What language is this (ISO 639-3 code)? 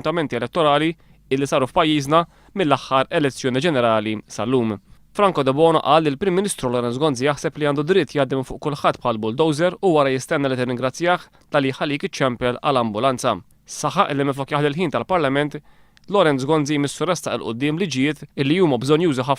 mlt